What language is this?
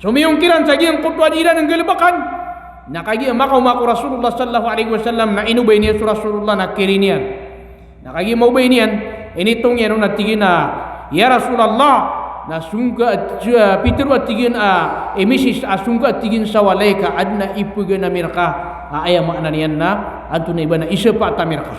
Maranao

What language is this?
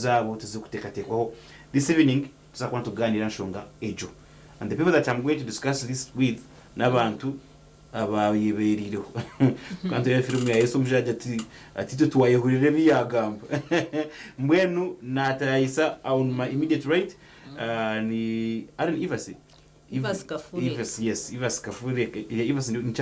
Nyankole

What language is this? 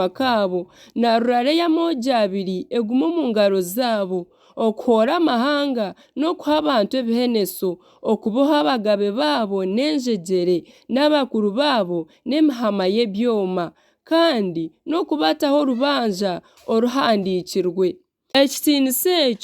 Nyankole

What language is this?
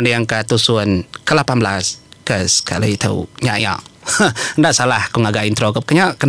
Iban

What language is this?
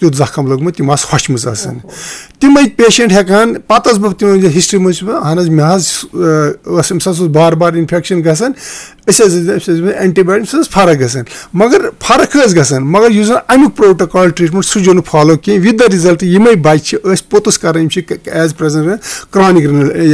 Kashmiri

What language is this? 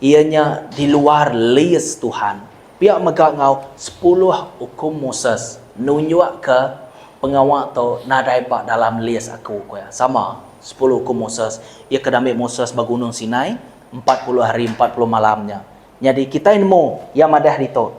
Iban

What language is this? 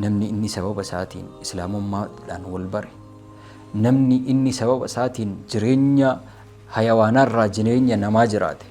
Oromo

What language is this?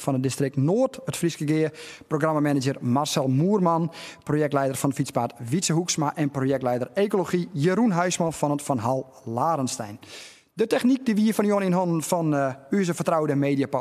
Western Frisian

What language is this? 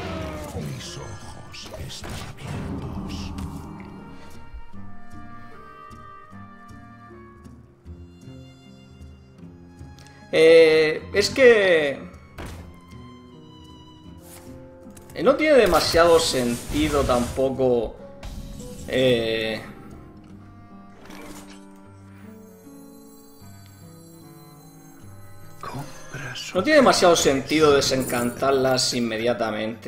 Spanish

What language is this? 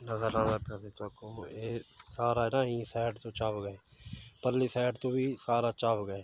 Saraiki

